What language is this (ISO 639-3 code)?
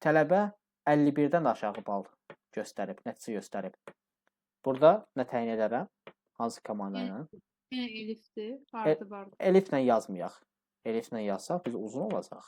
aze